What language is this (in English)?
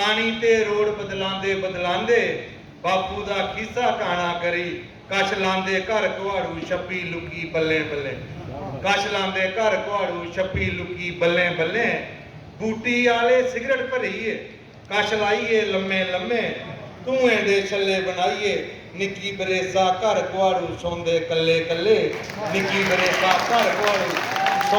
Dogri